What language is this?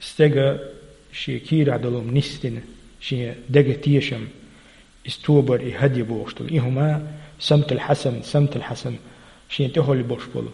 Chechen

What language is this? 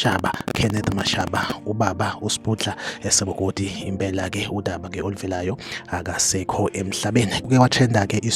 Zulu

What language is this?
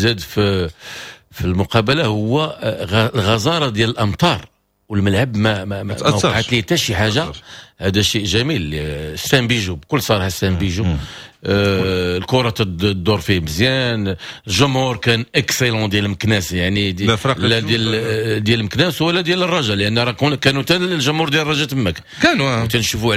Moroccan Arabic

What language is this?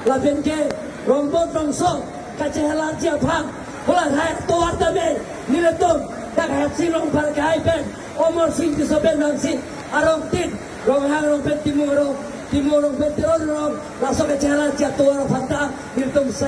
Karbi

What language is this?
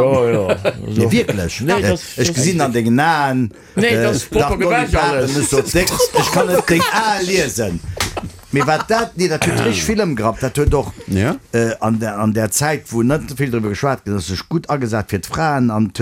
Luxembourgish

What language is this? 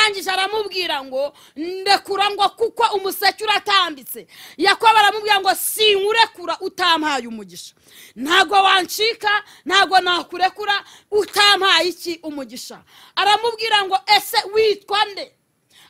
Kinyarwanda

